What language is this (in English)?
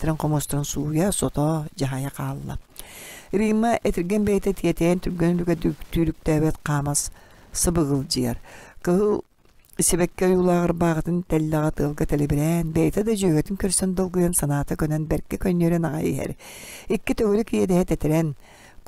Yakut